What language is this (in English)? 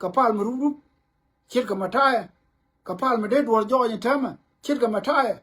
Nuer